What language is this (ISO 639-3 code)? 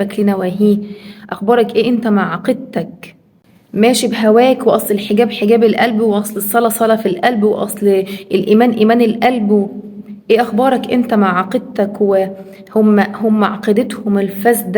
arz